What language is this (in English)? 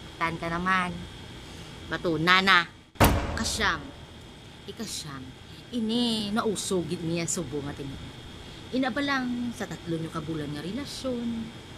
Hiligaynon